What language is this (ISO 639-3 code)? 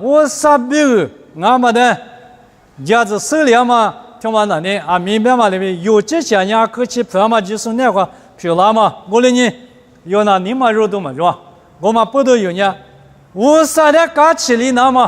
lis